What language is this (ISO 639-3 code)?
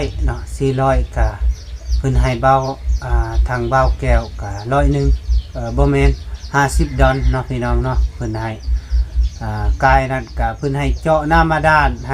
lao